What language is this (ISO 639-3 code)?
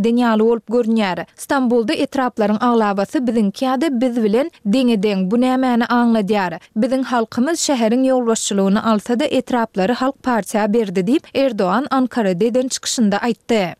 tuk